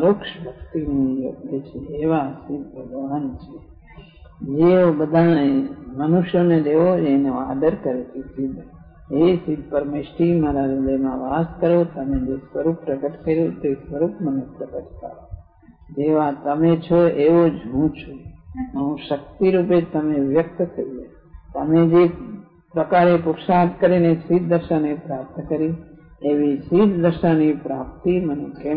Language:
Gujarati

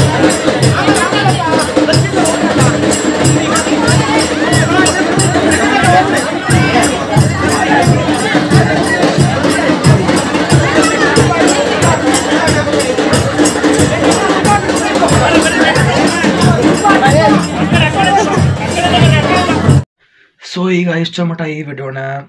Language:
Kannada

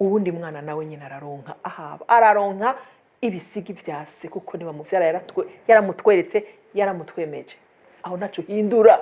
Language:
Rundi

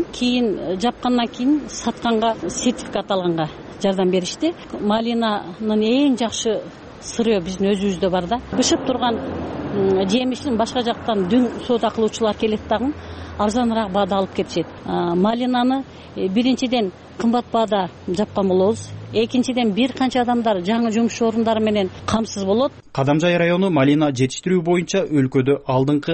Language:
Kyrgyz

